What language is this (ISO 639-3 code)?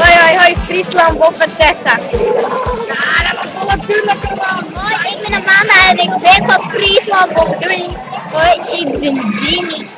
fry